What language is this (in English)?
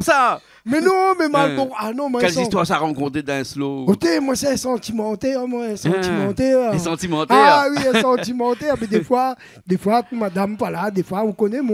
Réunion Creole French